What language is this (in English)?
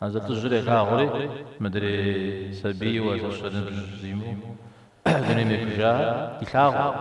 Kabardian